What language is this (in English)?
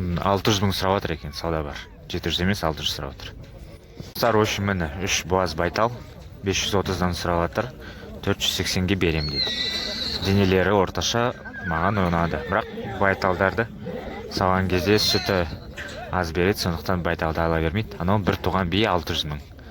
Kazakh